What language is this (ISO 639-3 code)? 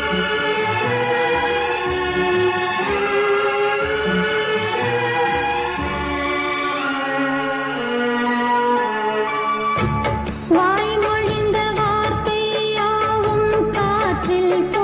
tam